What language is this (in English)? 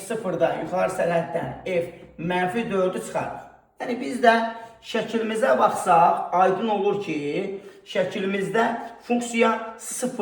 Azerbaijani